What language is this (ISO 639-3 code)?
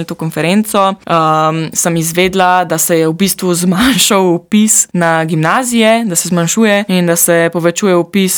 slv